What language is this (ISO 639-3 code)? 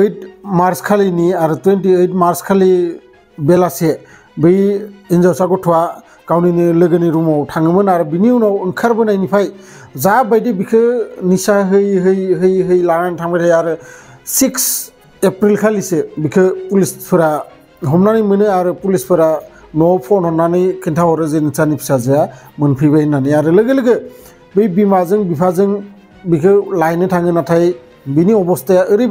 brx